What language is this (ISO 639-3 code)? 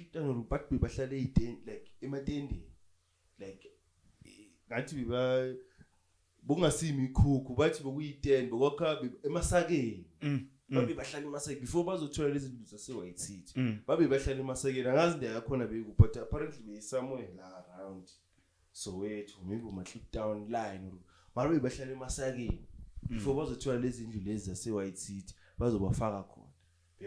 zul